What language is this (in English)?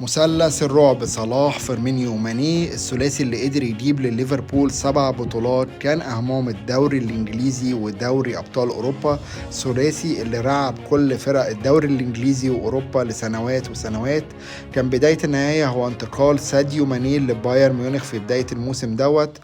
Egyptian Arabic